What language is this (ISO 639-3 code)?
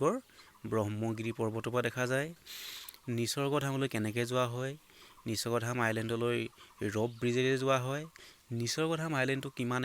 asm